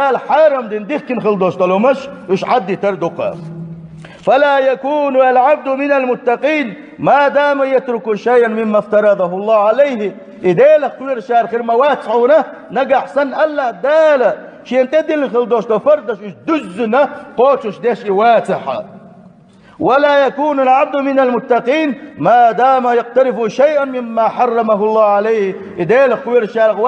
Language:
Chechen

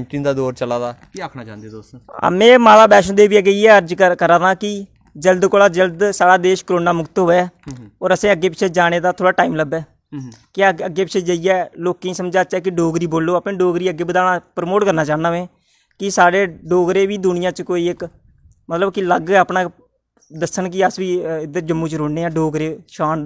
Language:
Dogri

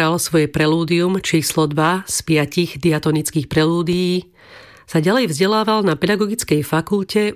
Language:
Slovak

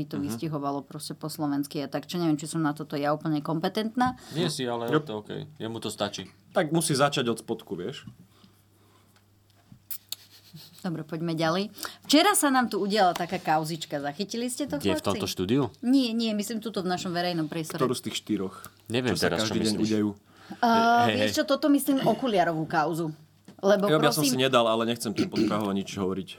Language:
Slovak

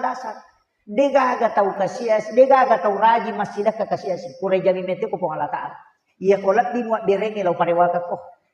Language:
Buginese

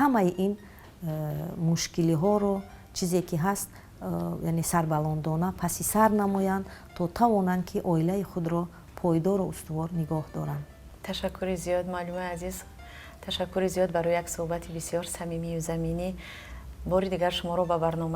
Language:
Tajik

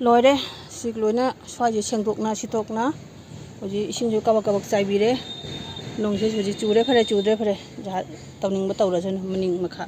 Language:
Manipuri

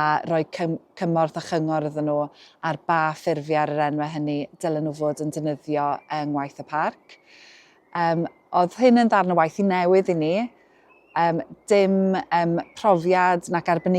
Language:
Welsh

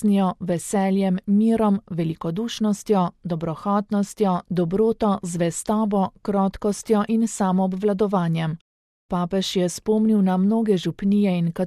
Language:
Slovenian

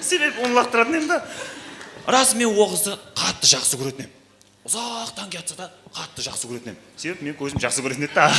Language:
Kara-Kalpak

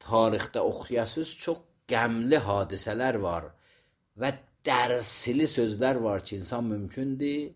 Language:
Azerbaijani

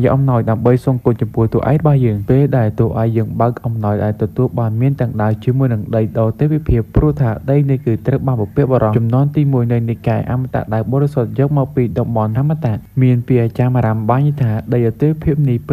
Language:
Khmer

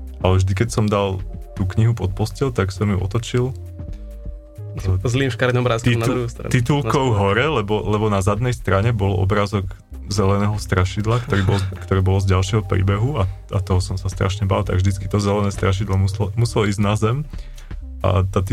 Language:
Slovak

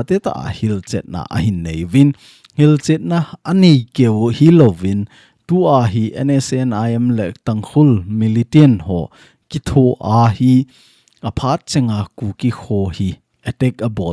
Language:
Thado Chin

